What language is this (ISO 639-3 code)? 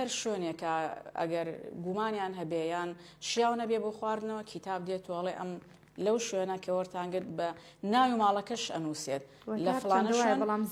ckb